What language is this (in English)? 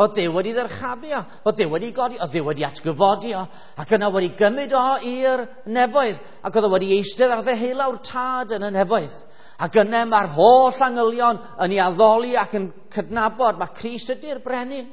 Welsh